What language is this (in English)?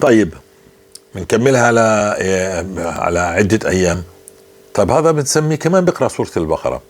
North Levantine Arabic